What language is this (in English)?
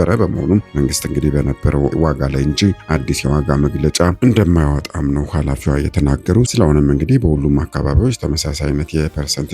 Amharic